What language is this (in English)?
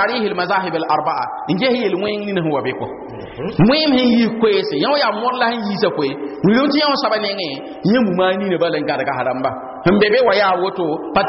Mossi